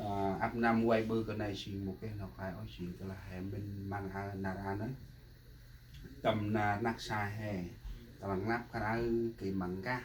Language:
Central Mnong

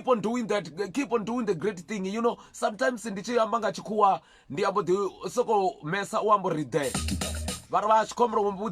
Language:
Venda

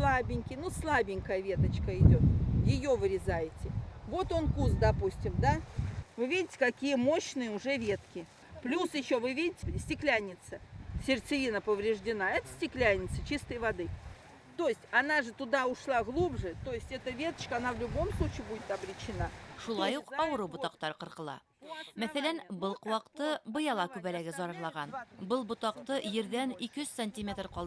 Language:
Bashkir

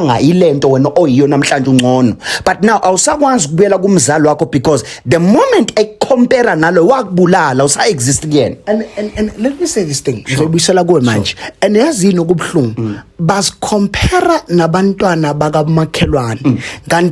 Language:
Zulu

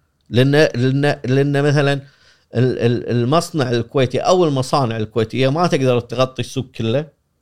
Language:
Gulf Arabic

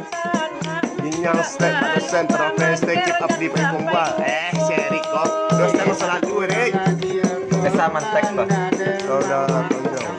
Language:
Minangkabau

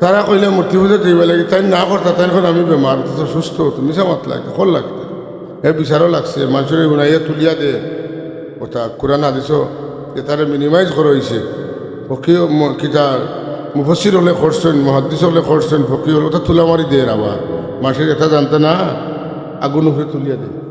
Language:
Sylheti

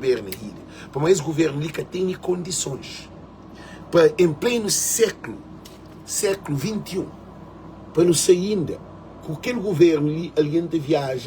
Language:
Kabuverdianu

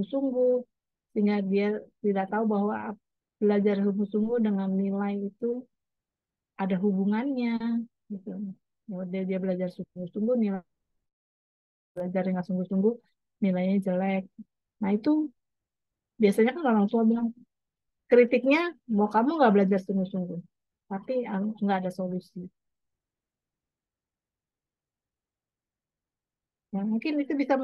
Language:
Indonesian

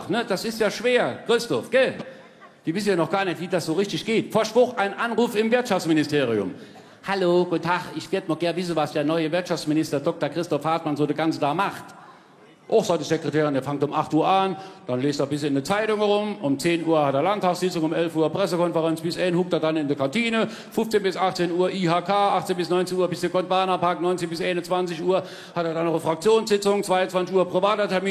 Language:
Palatine German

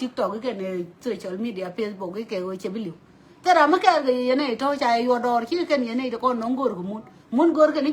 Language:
Nuer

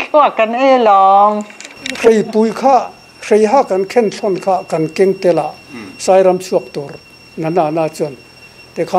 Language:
Mizo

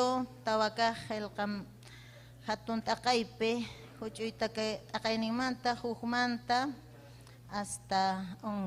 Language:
Ayacucho Quechua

